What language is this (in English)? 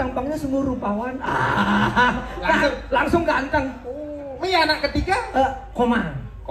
Balinese